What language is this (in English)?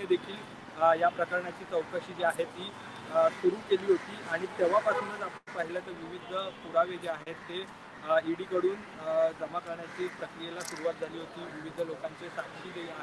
Marathi